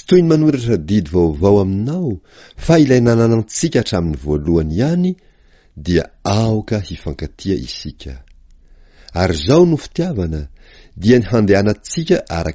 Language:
Malagasy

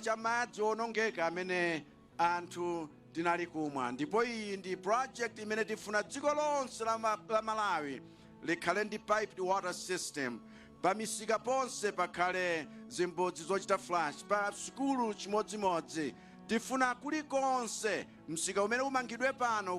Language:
Nyanja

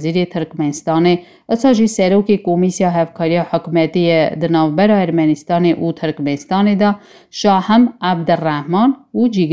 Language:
Kurdish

